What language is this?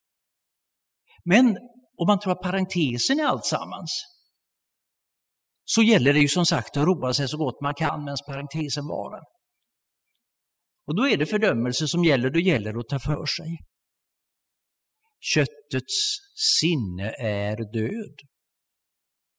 Swedish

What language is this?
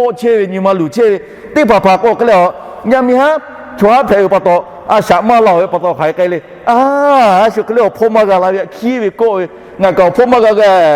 Lahu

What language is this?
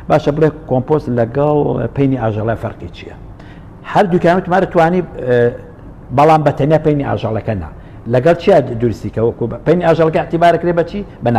Central Kurdish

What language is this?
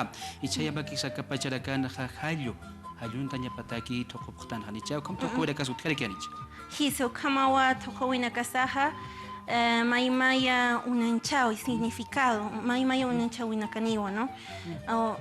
Aymara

